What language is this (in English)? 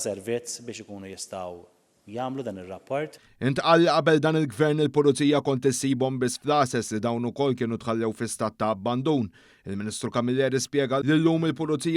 Maltese